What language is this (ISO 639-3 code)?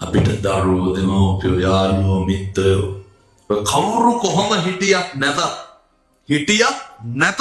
sin